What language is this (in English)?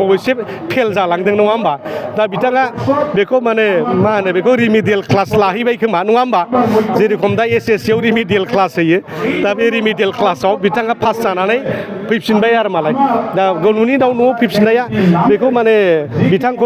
Bodo